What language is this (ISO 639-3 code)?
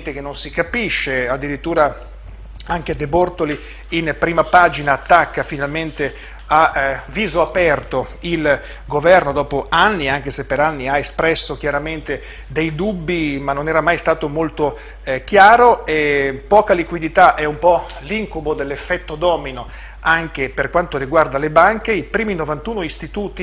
ita